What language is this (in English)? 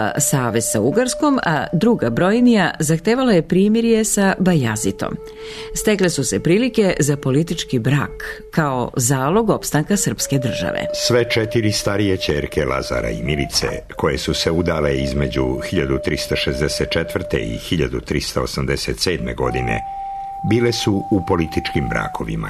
Serbian